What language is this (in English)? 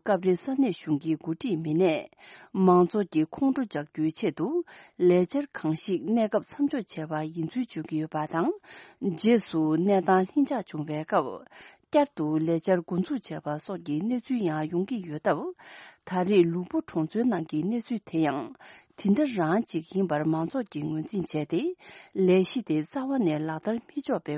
Tibetan